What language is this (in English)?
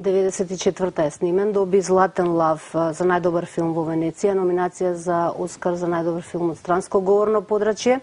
Macedonian